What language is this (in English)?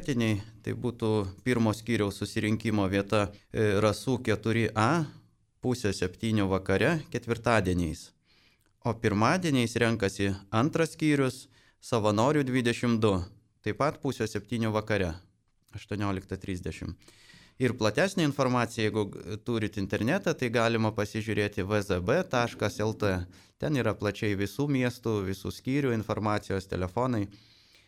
Lithuanian